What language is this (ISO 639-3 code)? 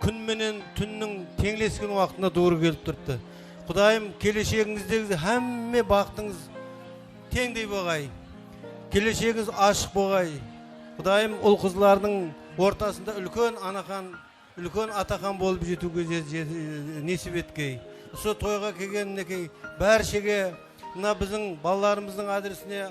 kaa